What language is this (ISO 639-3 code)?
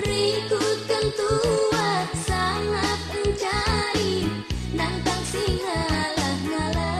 btx